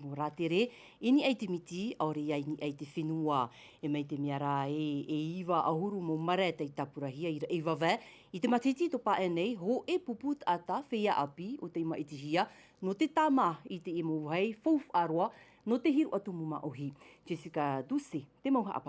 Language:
Tahitian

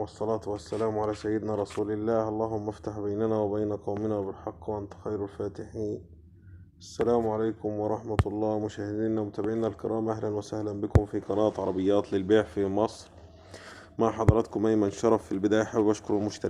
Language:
Egyptian Arabic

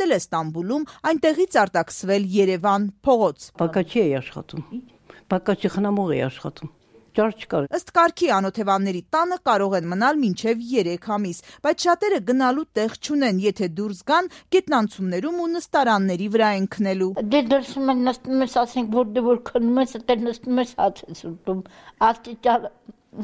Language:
Armenian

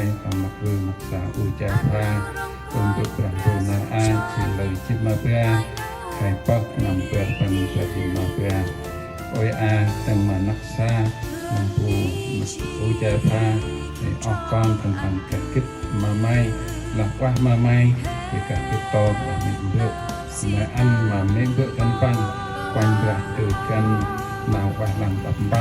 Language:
Central Mnong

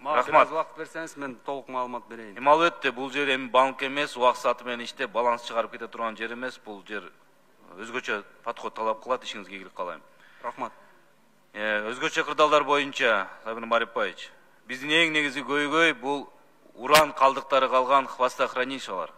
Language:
Kyrgyz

